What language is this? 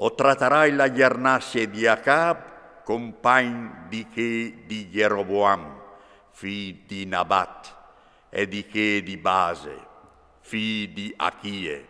Friulian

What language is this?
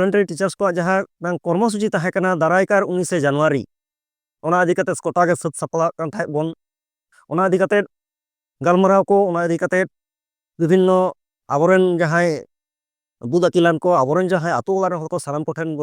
Santali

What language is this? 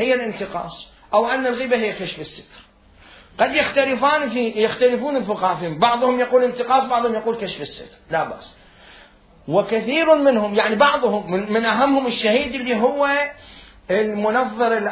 Mesopotamian Arabic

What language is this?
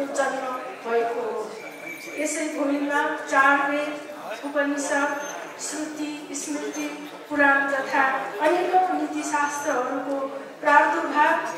Nepali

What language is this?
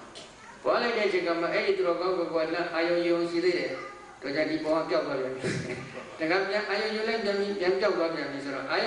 Burmese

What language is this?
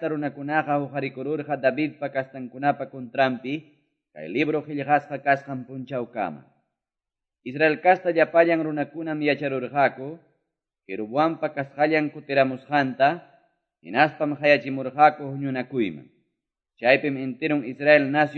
Quechua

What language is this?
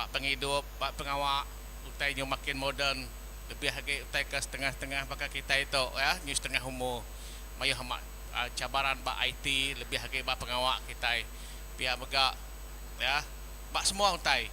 Iban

